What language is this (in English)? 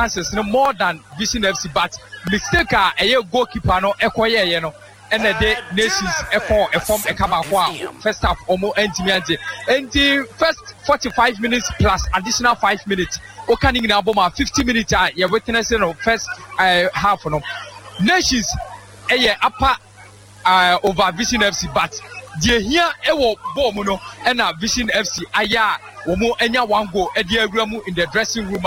Akan